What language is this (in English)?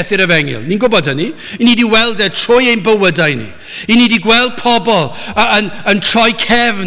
Welsh